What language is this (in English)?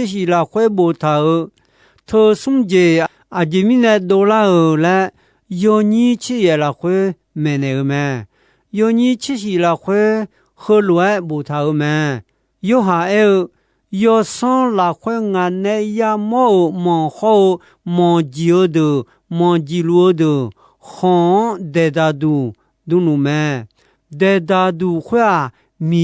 Akha